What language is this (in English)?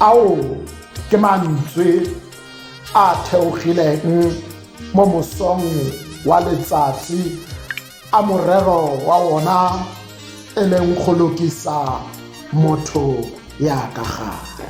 Tswana